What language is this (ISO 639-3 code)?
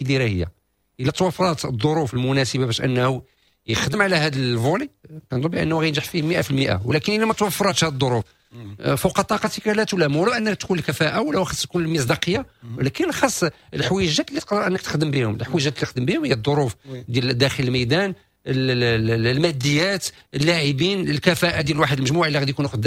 ary